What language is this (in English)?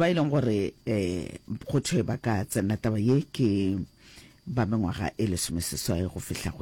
Northern Sotho